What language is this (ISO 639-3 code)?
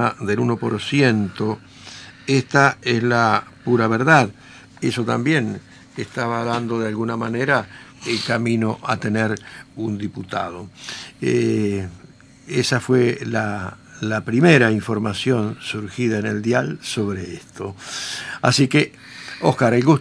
spa